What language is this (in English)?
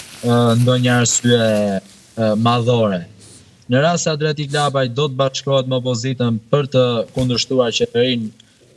Albanian